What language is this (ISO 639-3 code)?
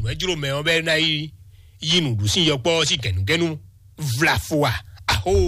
fon